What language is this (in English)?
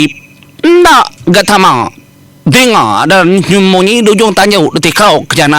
Iban